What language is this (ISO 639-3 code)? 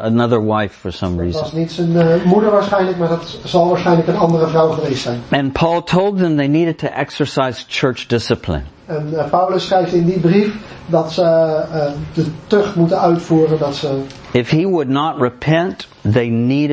nld